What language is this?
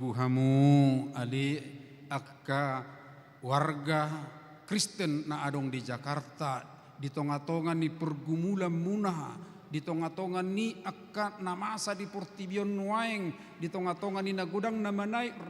Batak Toba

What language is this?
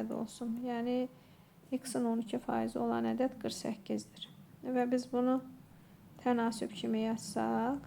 Azerbaijani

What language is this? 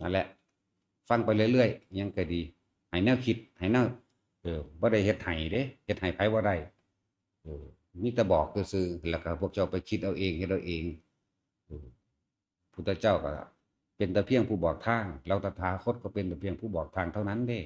Northeastern Thai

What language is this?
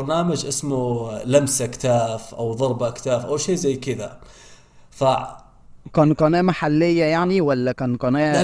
Egyptian Arabic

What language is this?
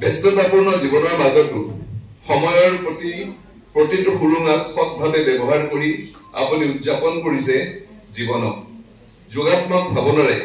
Assamese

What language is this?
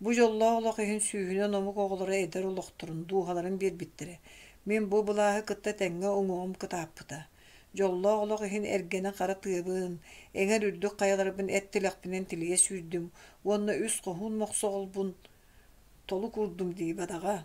Yakut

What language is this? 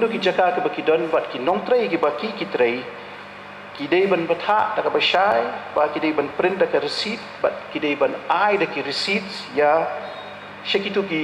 Khasi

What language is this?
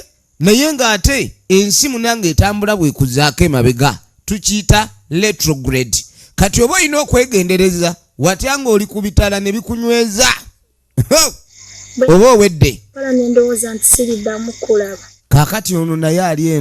Ganda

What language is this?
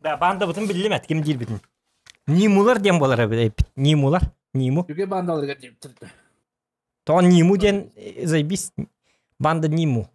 Yakut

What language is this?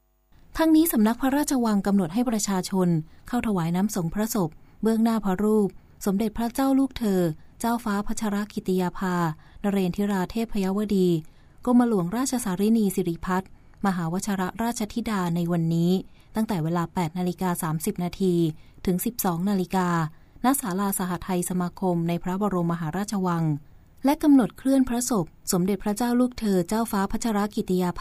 Thai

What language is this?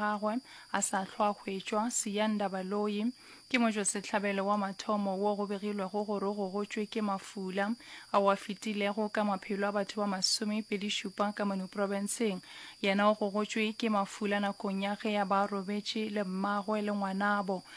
Northern Sotho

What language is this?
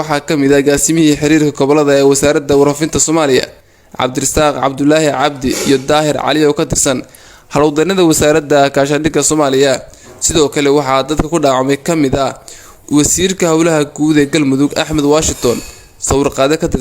Somali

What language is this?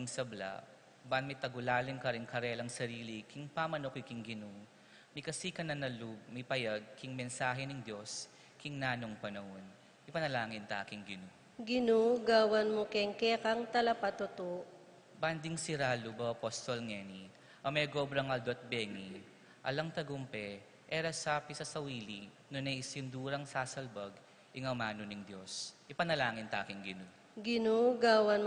Pampanga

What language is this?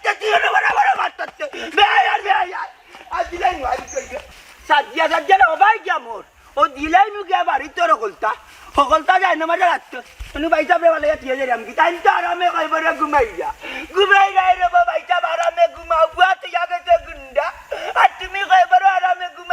Sylheti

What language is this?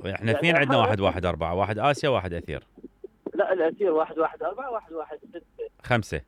Mesopotamian Arabic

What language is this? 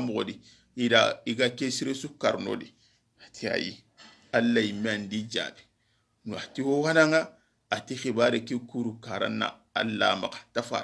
Soninke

